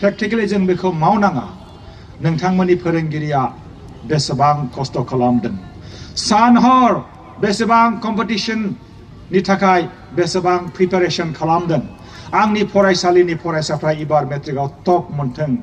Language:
Bodo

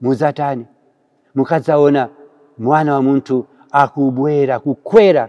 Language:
Nyanja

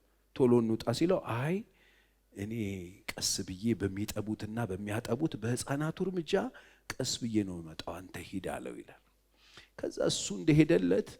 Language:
Amharic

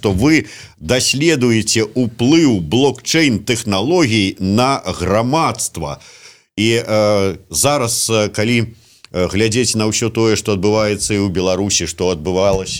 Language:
Belarusian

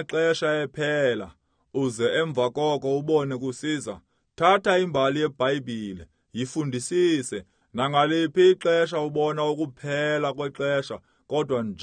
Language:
Xhosa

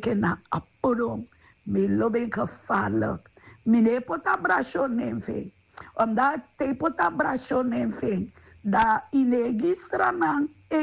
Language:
Sranan Tongo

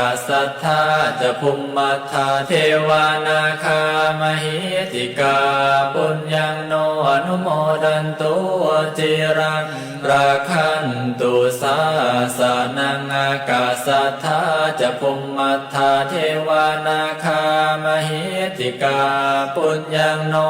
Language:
Pali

